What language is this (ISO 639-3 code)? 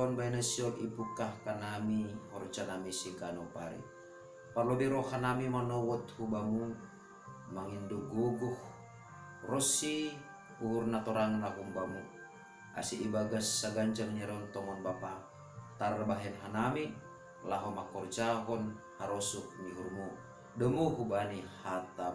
bts